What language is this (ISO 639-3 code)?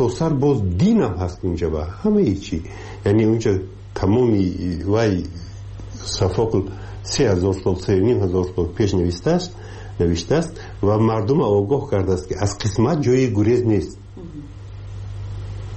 fas